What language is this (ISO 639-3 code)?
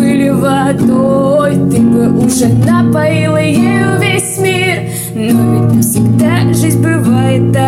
rus